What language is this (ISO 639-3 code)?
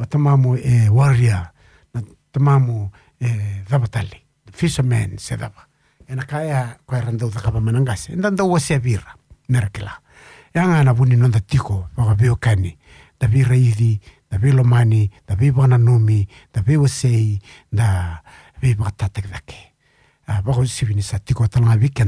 fij